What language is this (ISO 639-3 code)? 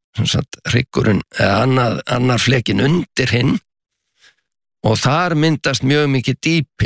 isl